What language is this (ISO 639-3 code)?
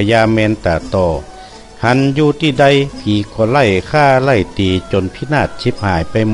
nod